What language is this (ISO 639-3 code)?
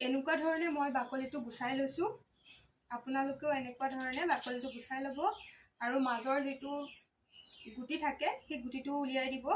asm